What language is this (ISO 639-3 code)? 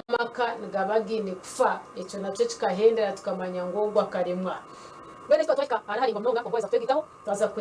nyn